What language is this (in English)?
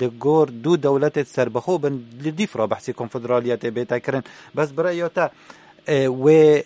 Kurdish